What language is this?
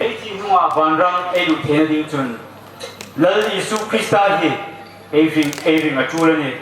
Hmar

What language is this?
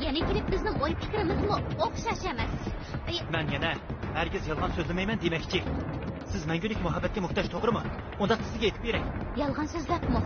Uyghur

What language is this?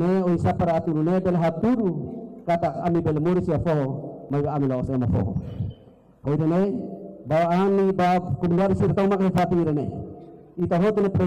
Tetum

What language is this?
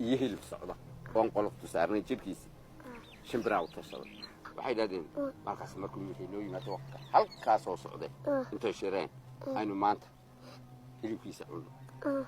Somali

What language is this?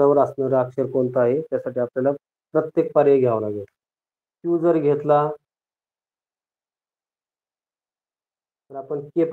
Marathi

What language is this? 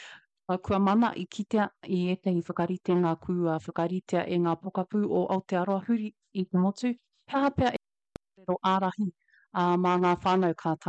Māori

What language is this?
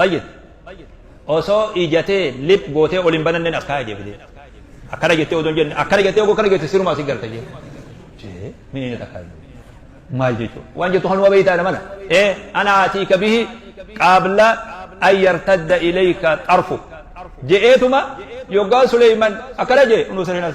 Oromo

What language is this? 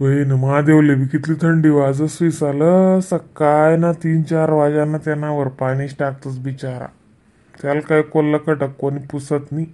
Khandesi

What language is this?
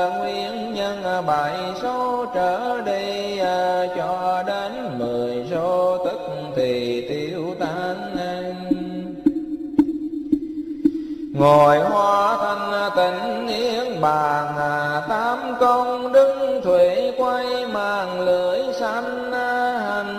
Vietnamese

